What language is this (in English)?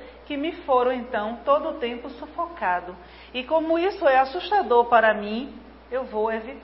Portuguese